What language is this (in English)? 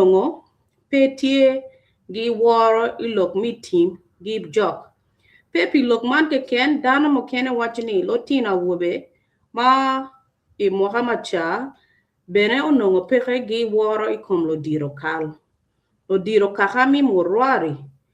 Acoli